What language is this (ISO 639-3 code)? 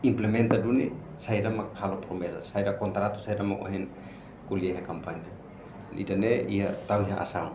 tet